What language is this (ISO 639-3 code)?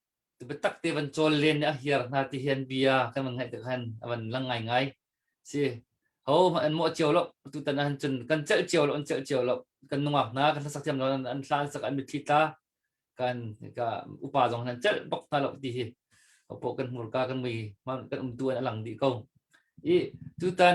cnh